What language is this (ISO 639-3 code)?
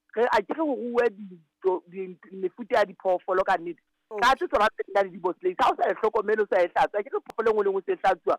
sot